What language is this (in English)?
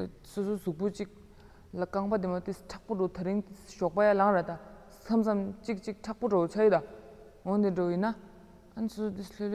Tibetan